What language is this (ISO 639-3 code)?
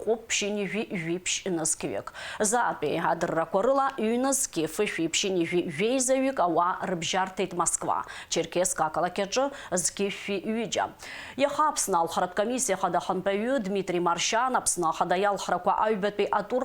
abk